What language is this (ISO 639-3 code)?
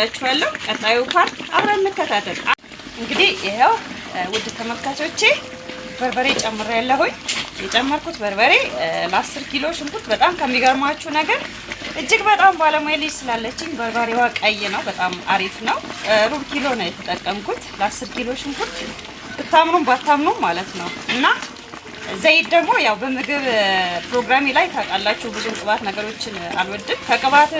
amh